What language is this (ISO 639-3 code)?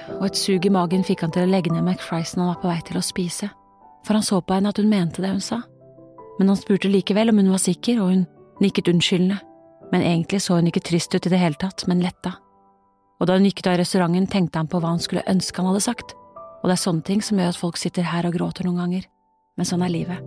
nor